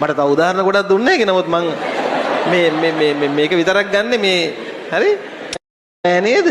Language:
Sinhala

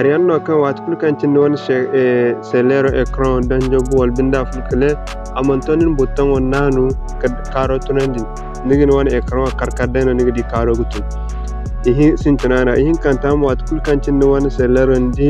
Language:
Zarma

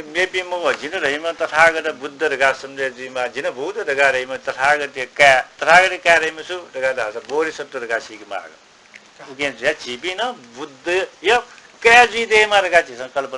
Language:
Newari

